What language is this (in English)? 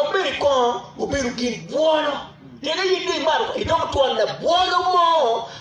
Acoli